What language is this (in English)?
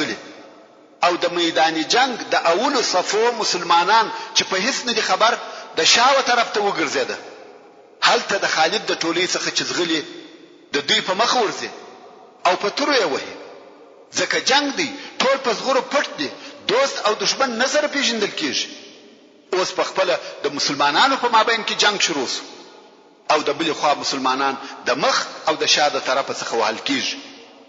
Pashto